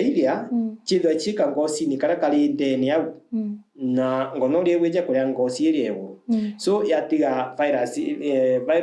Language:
Meru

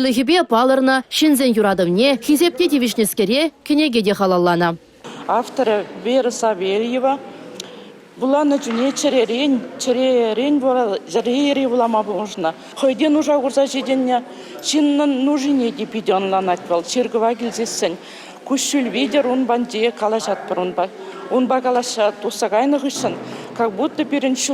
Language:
Chuvash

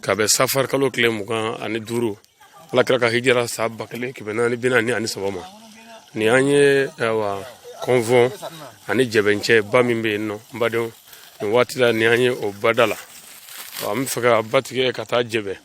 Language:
Bambara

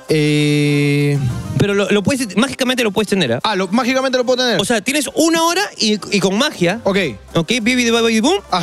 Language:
Spanish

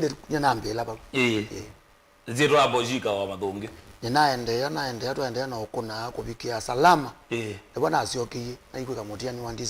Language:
Kamba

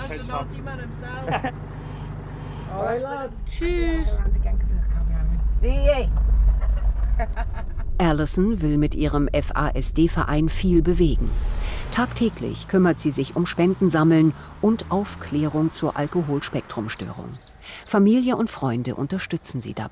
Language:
German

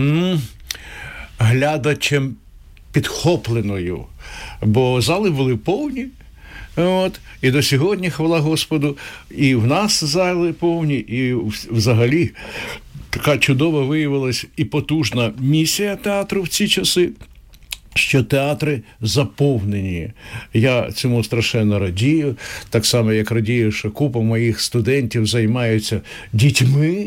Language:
Ukrainian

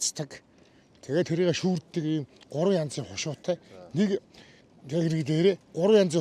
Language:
Mongolian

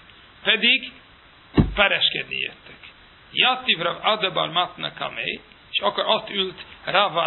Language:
Hungarian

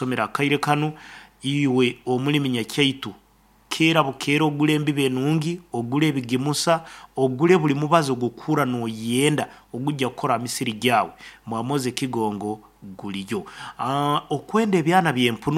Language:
Nyankole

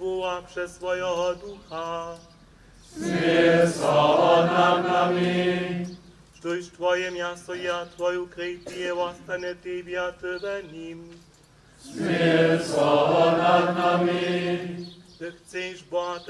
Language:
Upper Sorbian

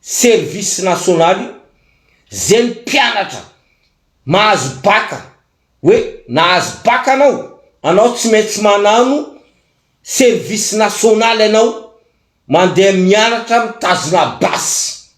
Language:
Malagasy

